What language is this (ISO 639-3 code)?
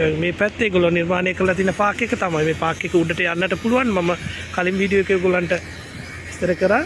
sin